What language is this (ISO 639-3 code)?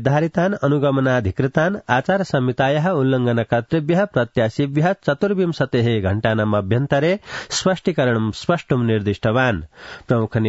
san